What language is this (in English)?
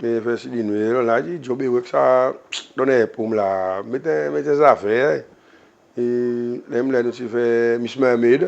Seselwa Creole French